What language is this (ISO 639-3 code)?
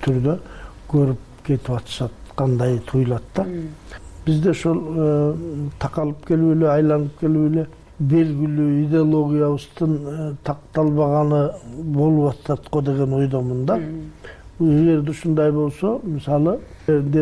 kir